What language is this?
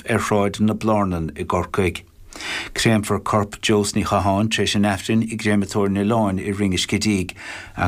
Irish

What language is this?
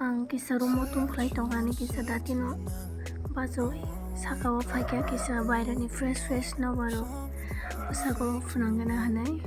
Kok Borok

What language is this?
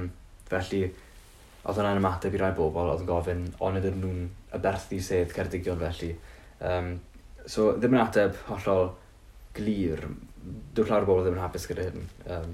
Welsh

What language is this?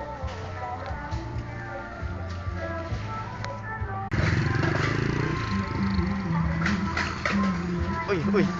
Lao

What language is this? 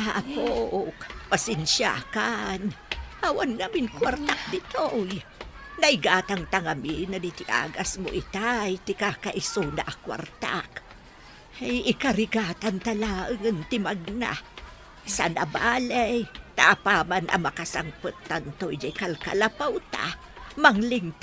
Iloko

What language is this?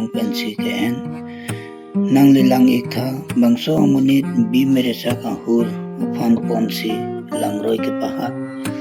Karbi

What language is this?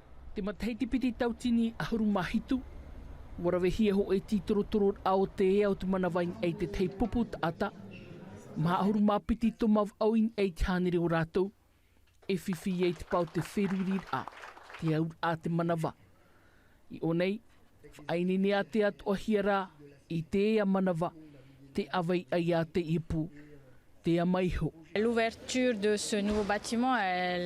Tahitian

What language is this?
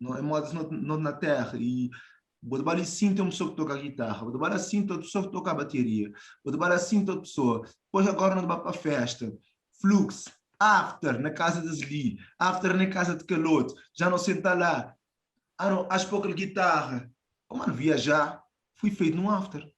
Kabuverdianu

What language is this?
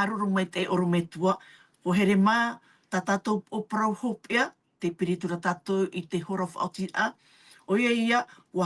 Tahitian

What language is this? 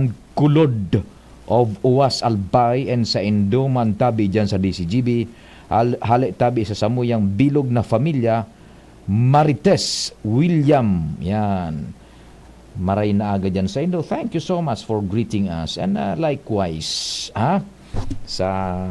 Bikol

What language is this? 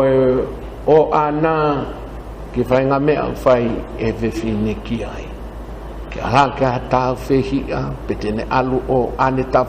Tongan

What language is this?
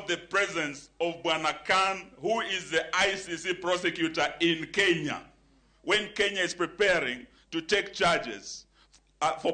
Luo (Kenya and Tanzania)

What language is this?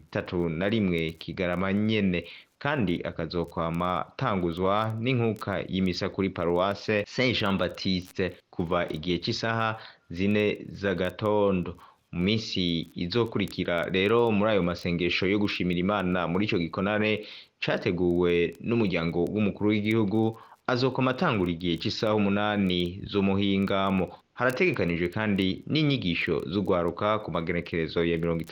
Rundi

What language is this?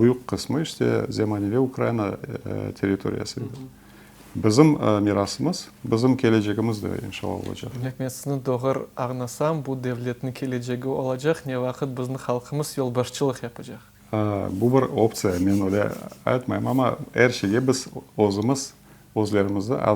Crimean Tatar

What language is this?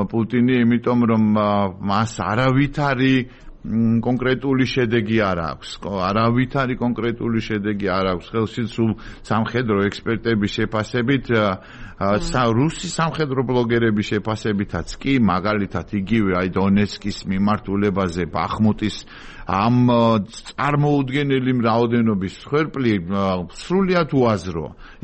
Georgian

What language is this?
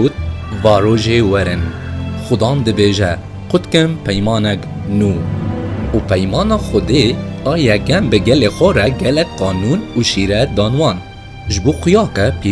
Kurdish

